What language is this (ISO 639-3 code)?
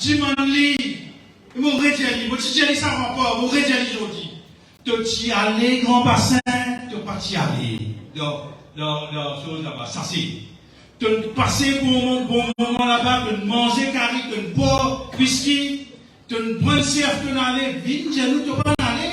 mfe